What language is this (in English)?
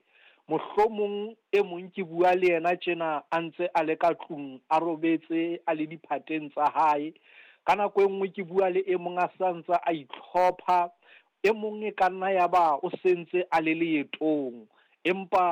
Southern Sotho